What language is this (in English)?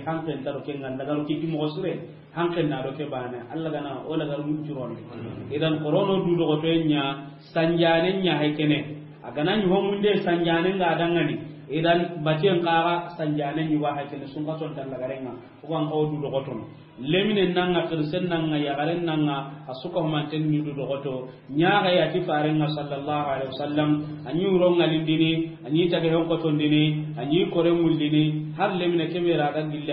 Soninke